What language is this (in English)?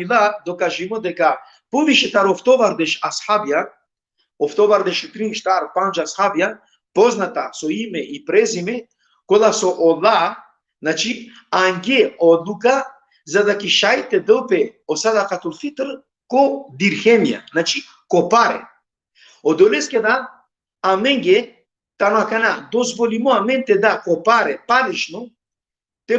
Balkan Romani